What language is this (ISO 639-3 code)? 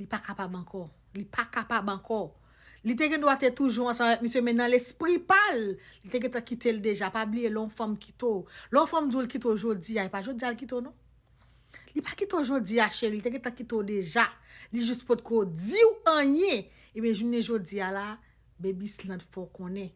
hat